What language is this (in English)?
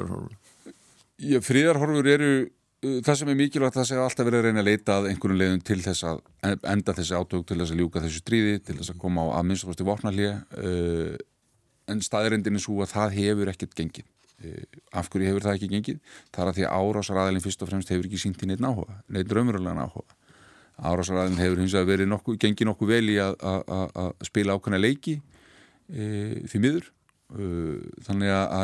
Icelandic